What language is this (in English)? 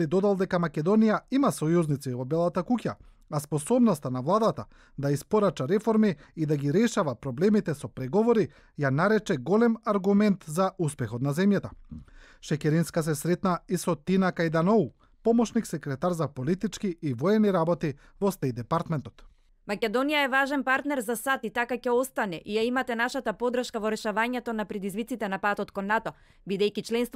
Macedonian